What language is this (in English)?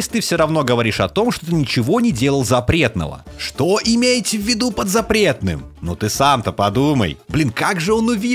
Russian